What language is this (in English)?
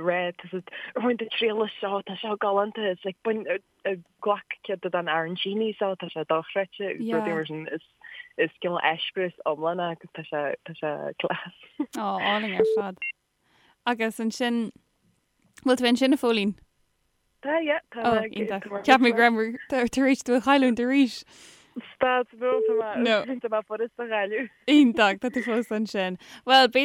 Irish